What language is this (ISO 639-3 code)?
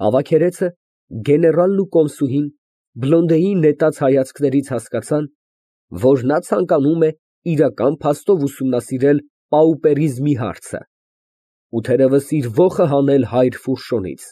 hye